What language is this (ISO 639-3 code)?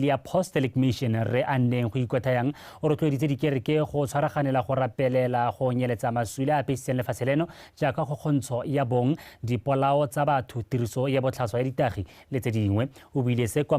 tsn